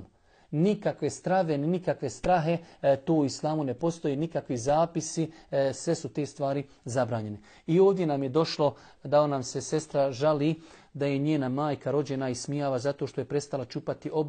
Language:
Bosnian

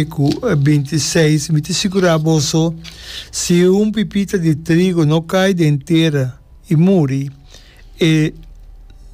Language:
Papiamento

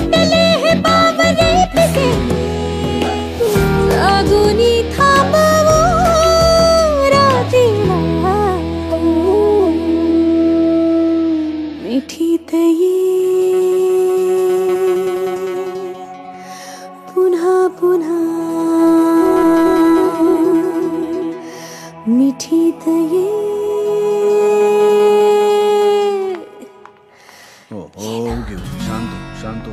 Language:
Marathi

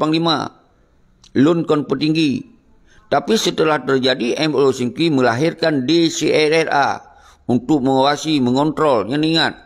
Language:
Achinese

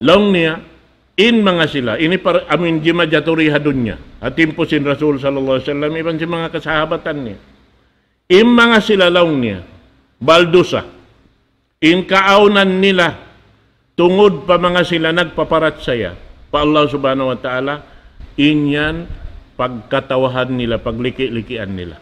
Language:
Tausug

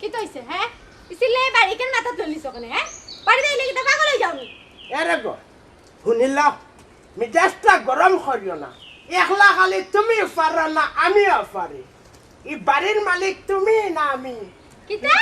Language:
Sylheti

